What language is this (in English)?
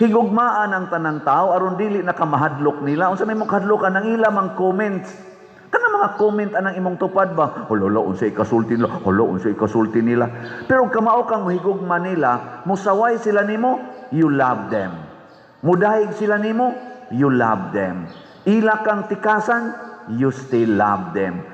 Cebuano